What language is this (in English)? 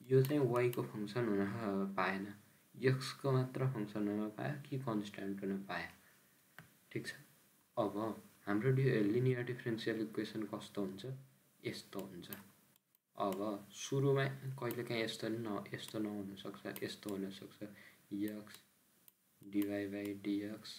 Nepali